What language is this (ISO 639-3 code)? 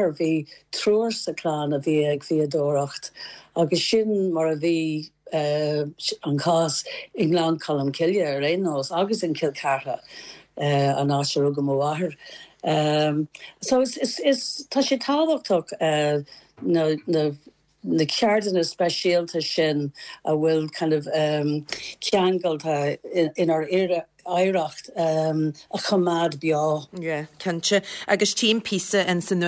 gle